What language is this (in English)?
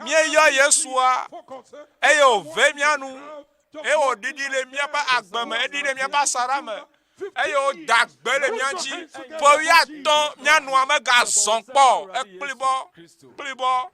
Ewe